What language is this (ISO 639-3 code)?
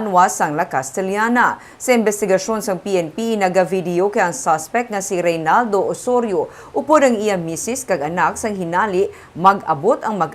hil